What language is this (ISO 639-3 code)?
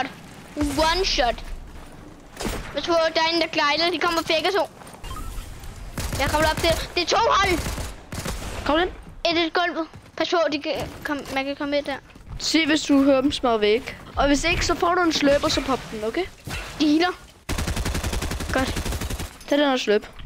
dan